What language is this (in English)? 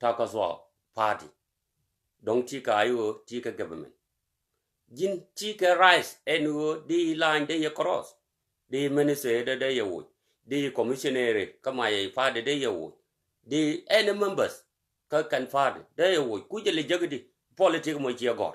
Nuer